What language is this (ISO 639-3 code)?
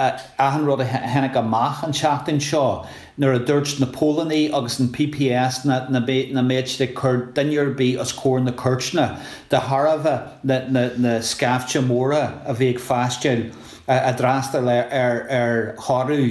gle